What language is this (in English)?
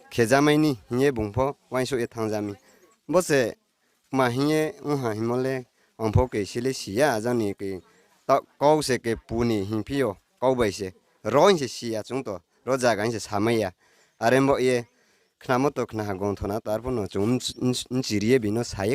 Riang (India)